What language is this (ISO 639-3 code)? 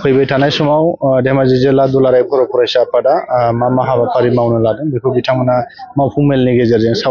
brx